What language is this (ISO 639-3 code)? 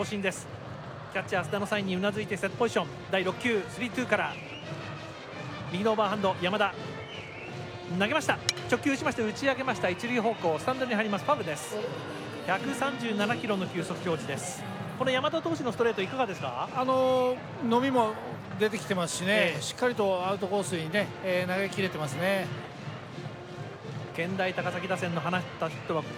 jpn